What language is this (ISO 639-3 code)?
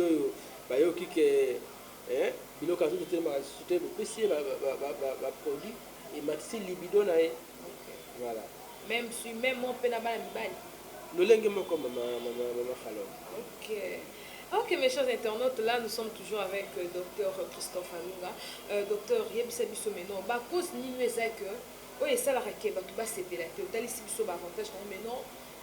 lin